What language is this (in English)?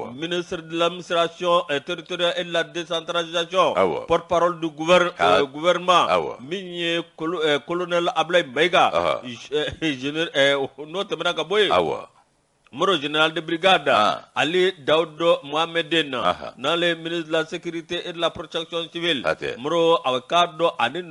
Bambara